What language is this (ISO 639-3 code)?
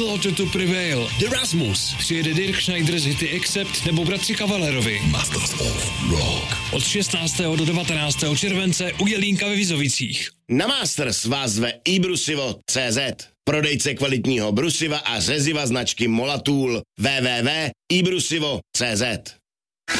ces